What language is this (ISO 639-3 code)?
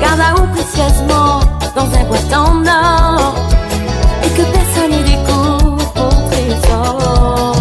rcf